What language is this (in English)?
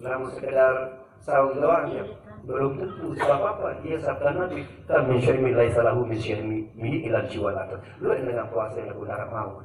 Sasak